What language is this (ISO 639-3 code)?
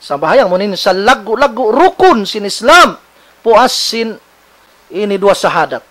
tsg